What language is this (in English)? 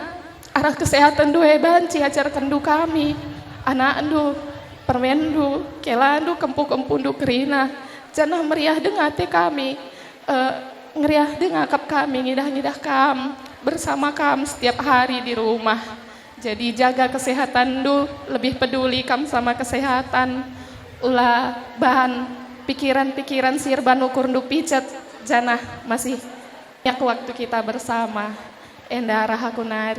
Batak Karo